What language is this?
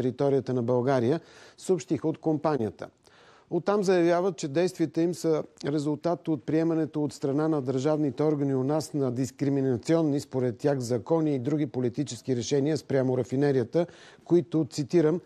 Bulgarian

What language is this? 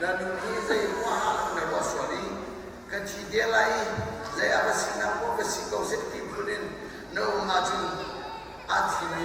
Hakha Chin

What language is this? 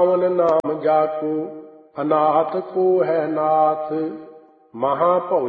Punjabi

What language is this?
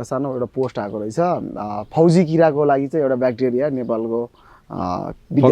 Nepali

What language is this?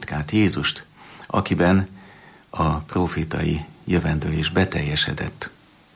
Hungarian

